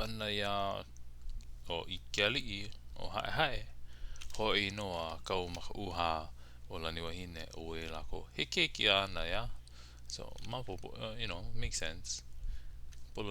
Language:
Hawaiian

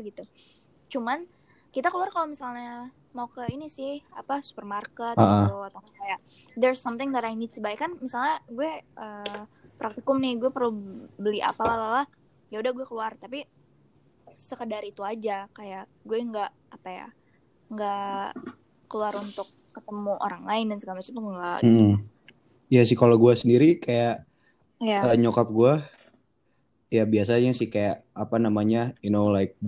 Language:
Indonesian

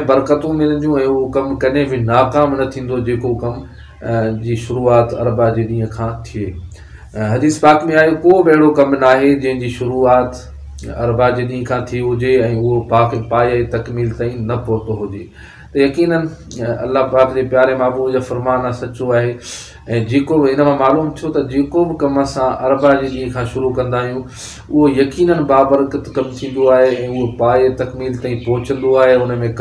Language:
Sindhi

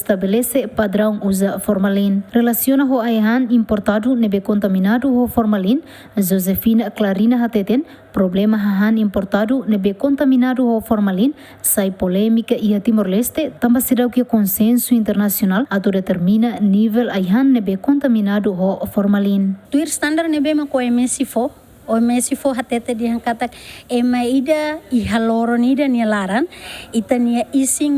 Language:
Tetum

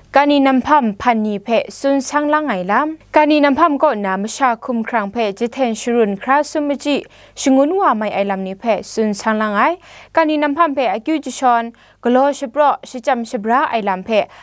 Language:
Kachin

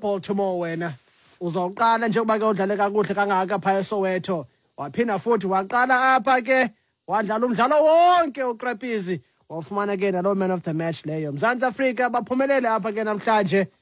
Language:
Xhosa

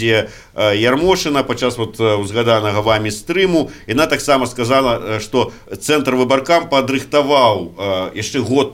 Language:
Belarusian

